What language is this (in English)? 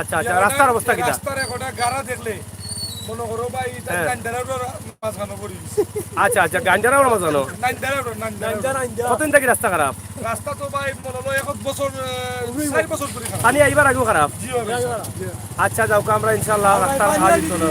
Sylheti